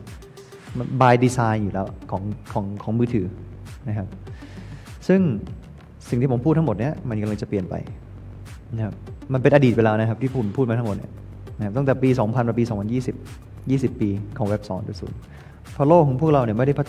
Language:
Thai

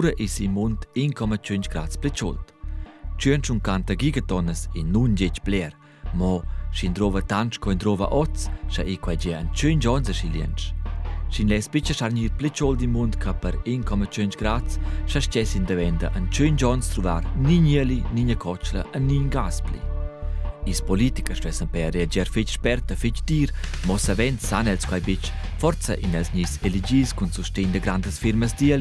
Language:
Romansh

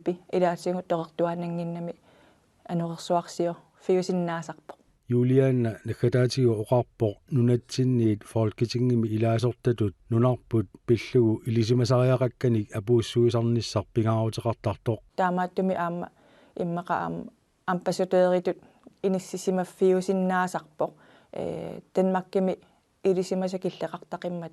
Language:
Kalaallisut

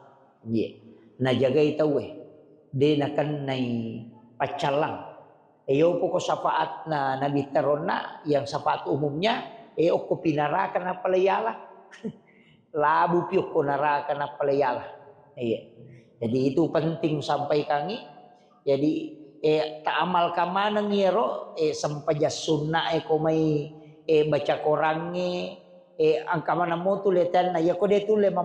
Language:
Buginese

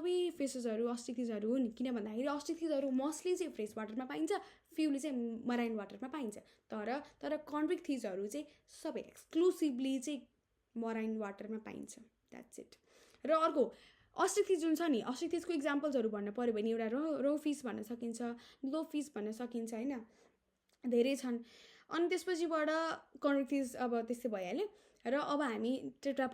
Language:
Nepali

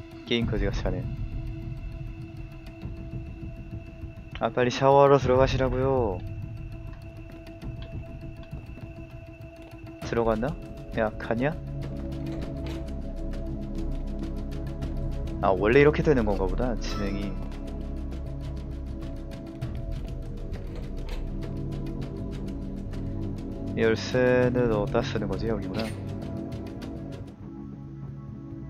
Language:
Korean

